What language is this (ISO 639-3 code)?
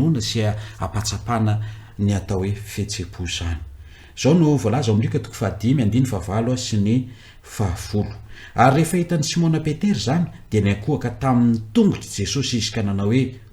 mlg